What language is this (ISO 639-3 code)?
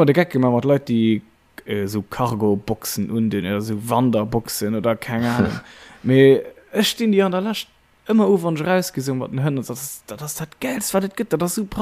ltz